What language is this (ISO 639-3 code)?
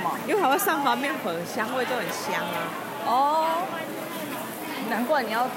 zho